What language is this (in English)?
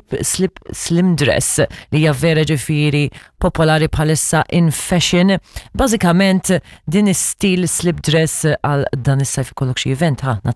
Maltese